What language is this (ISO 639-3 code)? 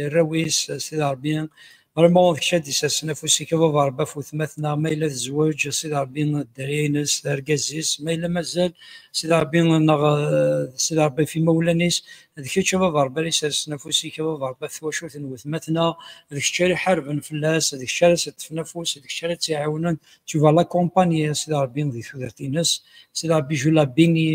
kab